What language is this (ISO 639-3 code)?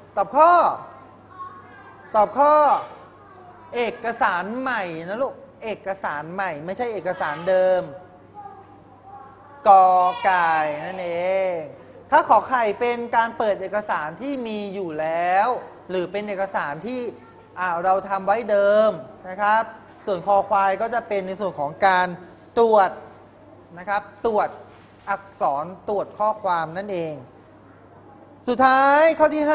tha